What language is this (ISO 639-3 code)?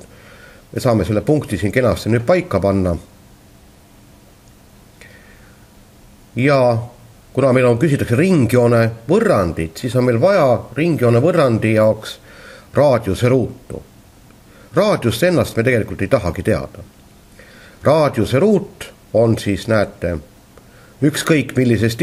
est